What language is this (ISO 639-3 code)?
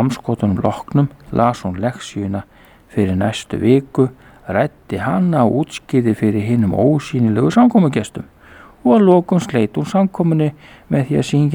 isl